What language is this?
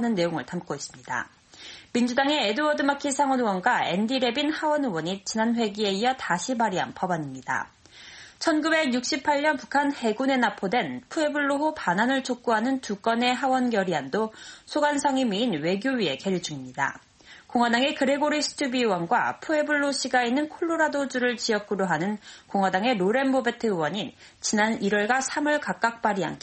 Korean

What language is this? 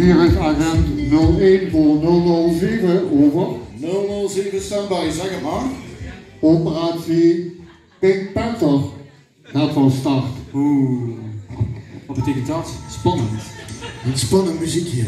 Limburgish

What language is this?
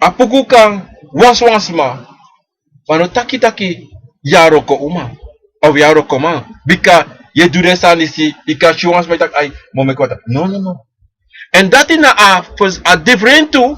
Sranan Tongo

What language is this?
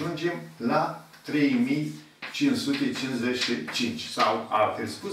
Romanian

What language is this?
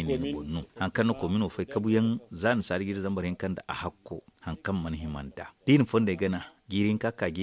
Zarma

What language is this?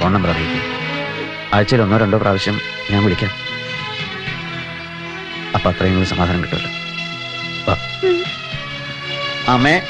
Malayalam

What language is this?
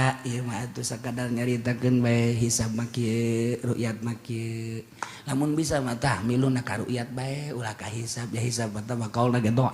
Sundanese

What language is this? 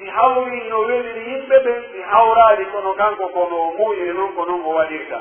Pular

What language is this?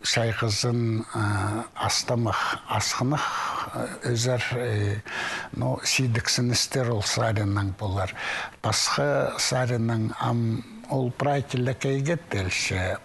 Khakas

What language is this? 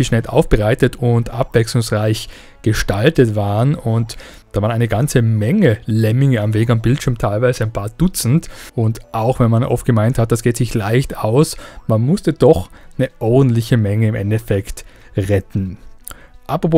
German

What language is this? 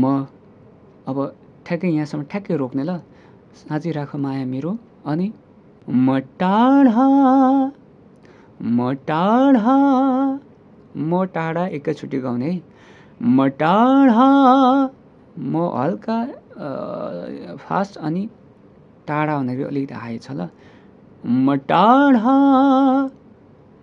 Nepali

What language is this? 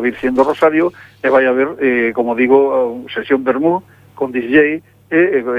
Galician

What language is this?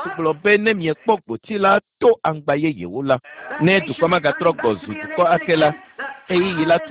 Ewe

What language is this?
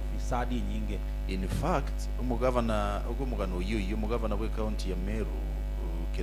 Gusii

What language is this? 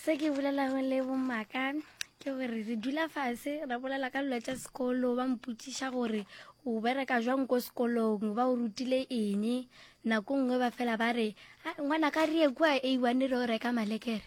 Northern Sotho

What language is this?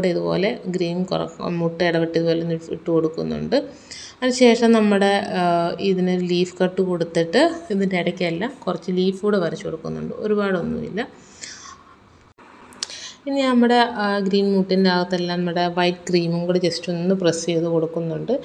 Malayalam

